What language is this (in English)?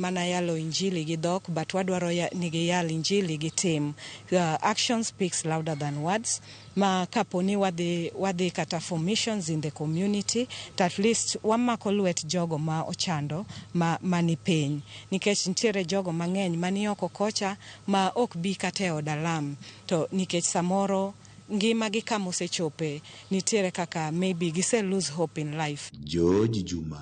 Luo (Kenya and Tanzania)